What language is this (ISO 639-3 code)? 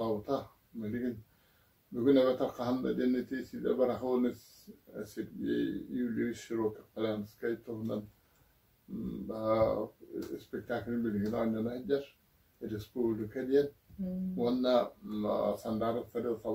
sah